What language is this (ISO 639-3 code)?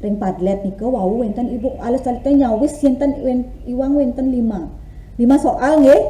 ban